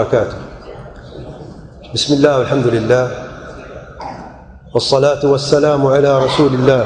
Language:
Urdu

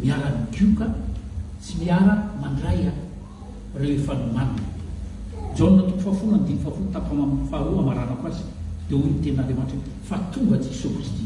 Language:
Malagasy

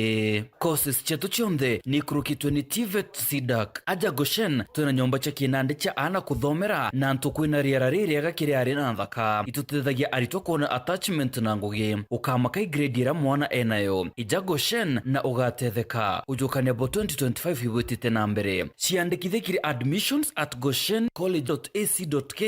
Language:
Meru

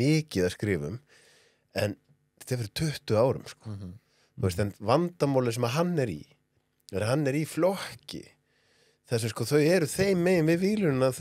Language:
Icelandic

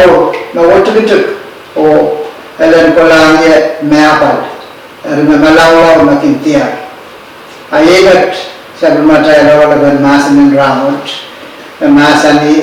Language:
Pohnpeian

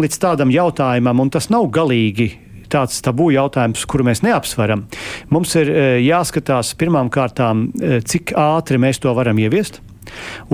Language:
Latvian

